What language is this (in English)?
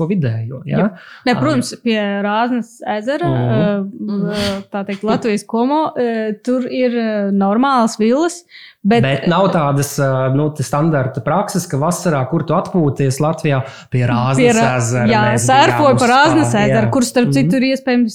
Latvian